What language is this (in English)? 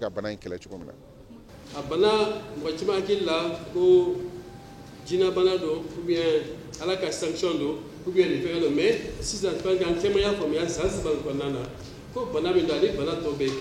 Bambara